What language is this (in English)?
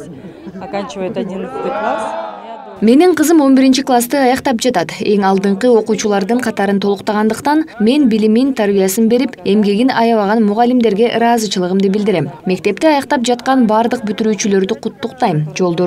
Kyrgyz